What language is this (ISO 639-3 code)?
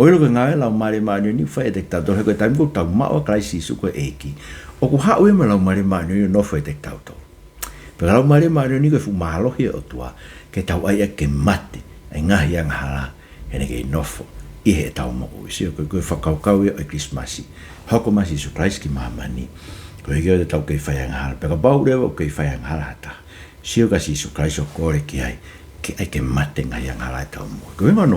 ton